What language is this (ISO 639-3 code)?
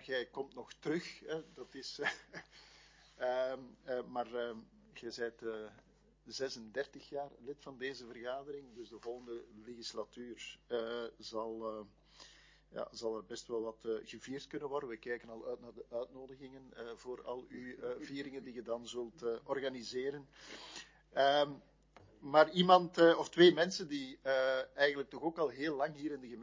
nld